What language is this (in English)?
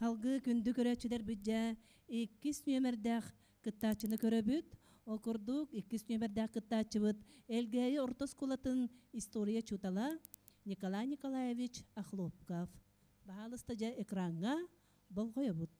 Yakut